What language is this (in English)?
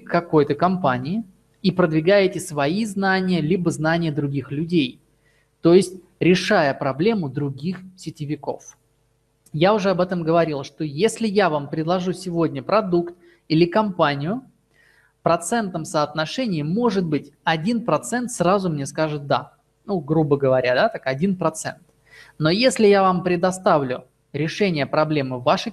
Russian